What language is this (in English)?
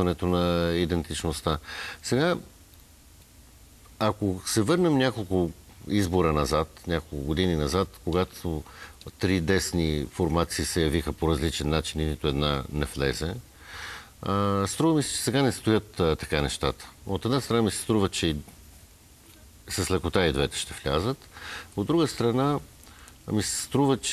Bulgarian